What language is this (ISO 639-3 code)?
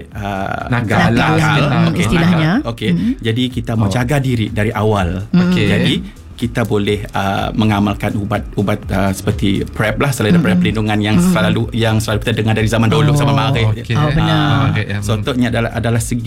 msa